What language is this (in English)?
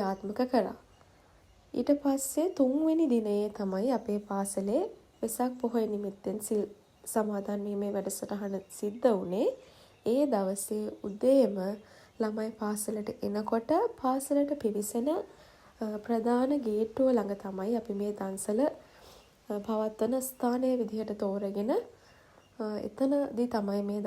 Sinhala